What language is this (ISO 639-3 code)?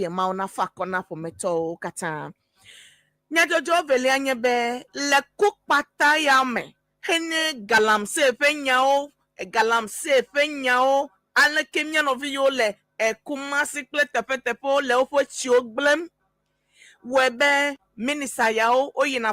ewe